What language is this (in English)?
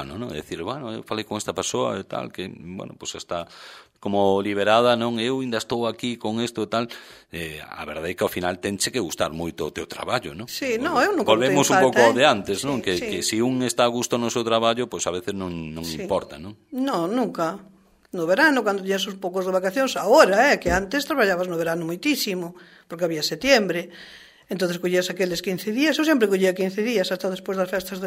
Galician